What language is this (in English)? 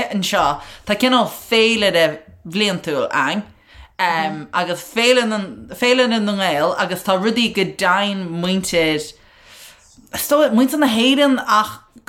Irish